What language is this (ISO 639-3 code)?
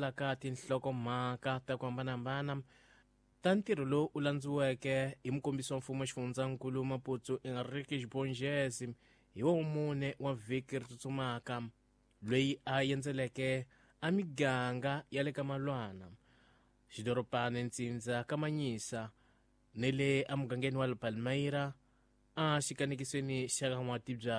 tso